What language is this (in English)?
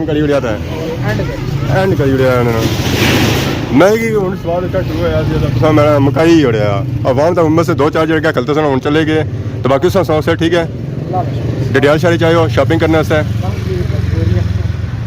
Pahari-Potwari